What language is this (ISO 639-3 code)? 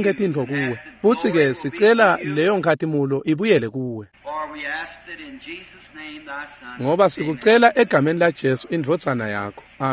ssw